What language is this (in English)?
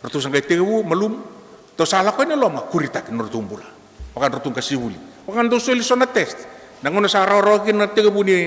Fijian